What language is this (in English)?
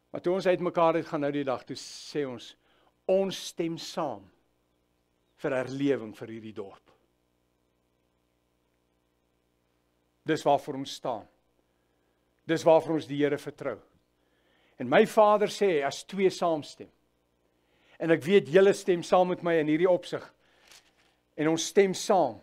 Afrikaans